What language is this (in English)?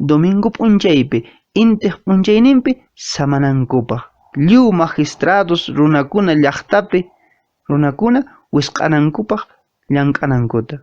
Quechua